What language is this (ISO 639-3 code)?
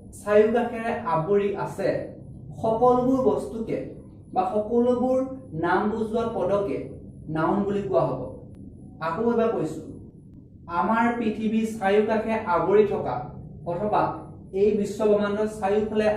asm